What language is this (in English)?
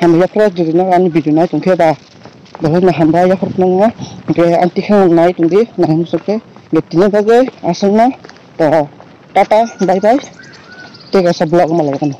Kok Borok